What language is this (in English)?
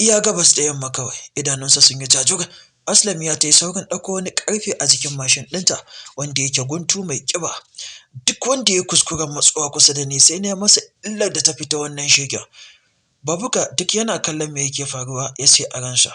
Hausa